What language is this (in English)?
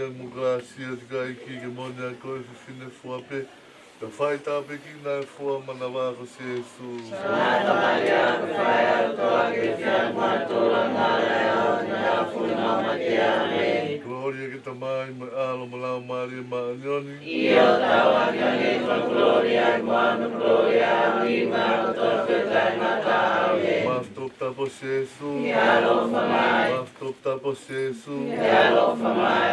Tongan